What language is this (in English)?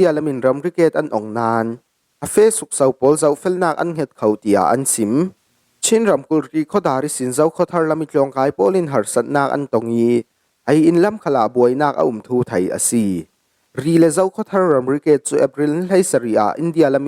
Falam Chin